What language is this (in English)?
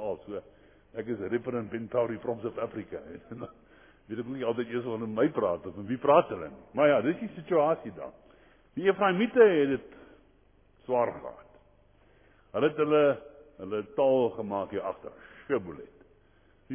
Afrikaans